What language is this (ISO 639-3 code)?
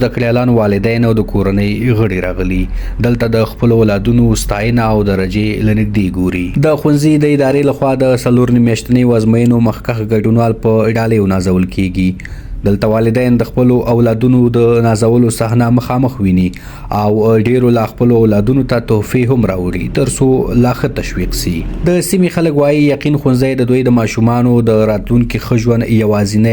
pus